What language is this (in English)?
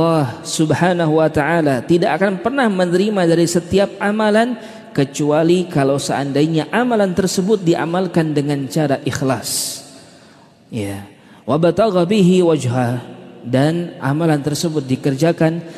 Indonesian